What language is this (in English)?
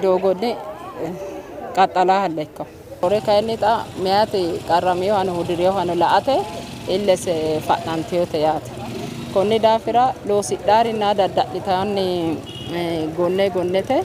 Sidamo